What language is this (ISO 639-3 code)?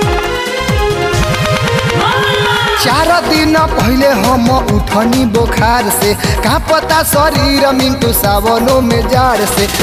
bho